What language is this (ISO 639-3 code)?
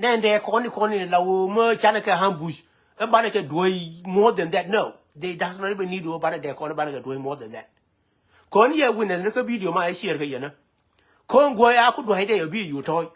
nus